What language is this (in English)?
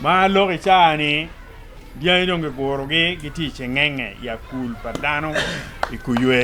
Acoli